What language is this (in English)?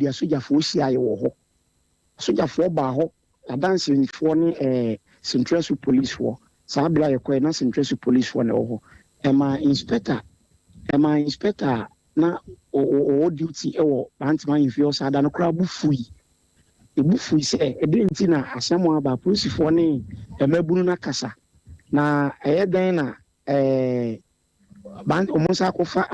Akan